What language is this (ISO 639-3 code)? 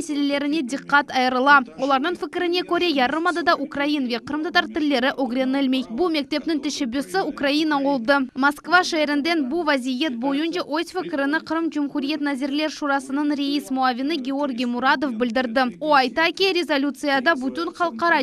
crh